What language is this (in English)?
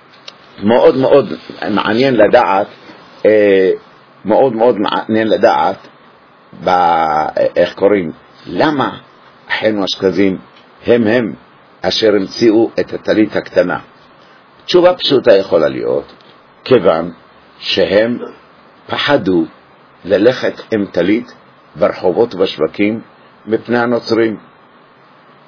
Hebrew